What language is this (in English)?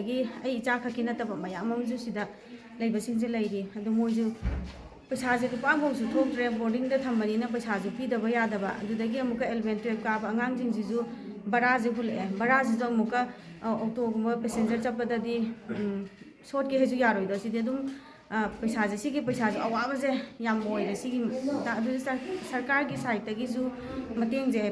Manipuri